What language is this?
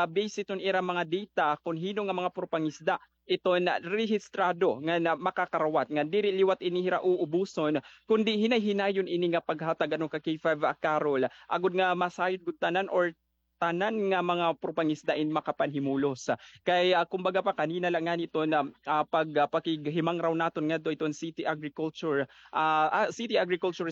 Waray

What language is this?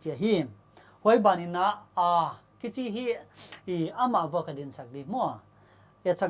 Paite Chin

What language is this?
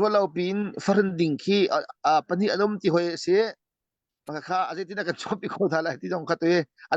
Hakha Chin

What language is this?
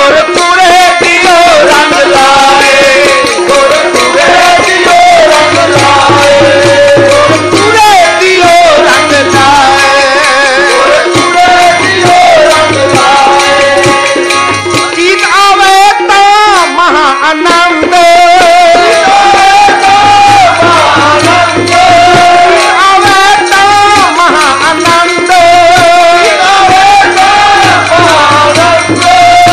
Punjabi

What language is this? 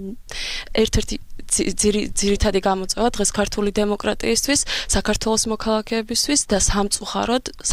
Georgian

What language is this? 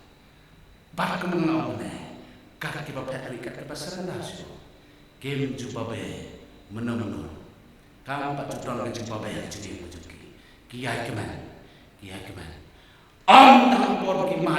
Khasi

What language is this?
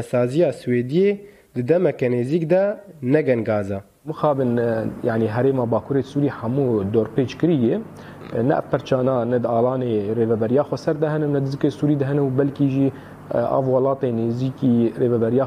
Kurdish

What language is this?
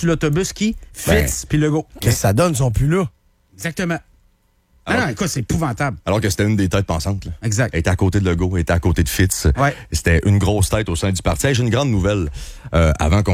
French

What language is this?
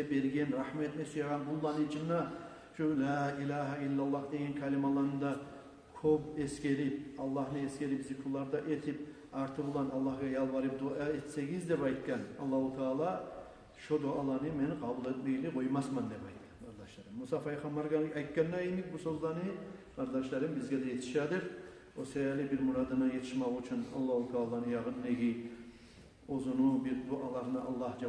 Kumyk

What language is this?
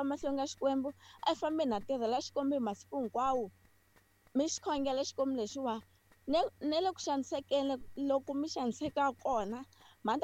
Tsonga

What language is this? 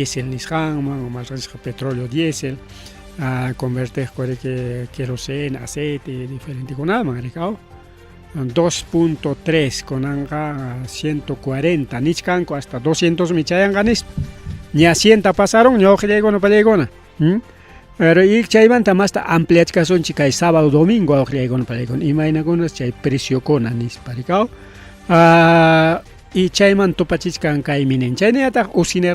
Ayacucho Quechua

